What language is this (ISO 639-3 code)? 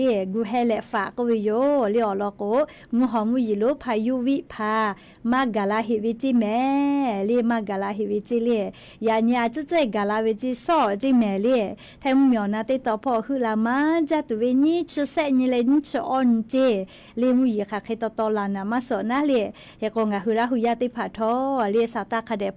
lhu